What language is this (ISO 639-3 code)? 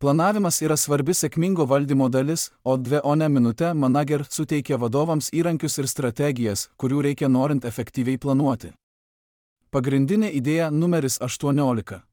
lit